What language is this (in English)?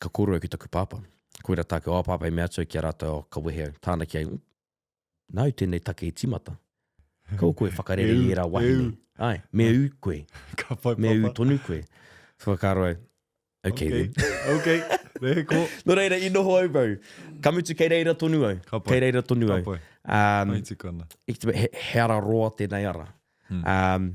Māori